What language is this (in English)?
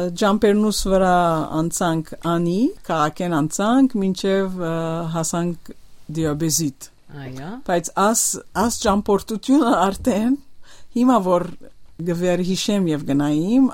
Western Armenian